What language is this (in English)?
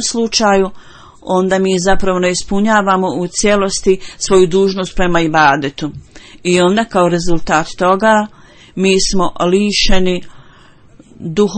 Bosnian